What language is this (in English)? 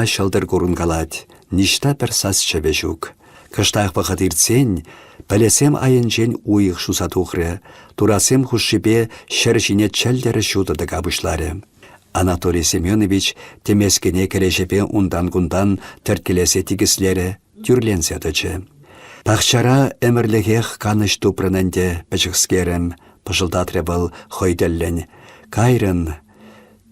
Chuvash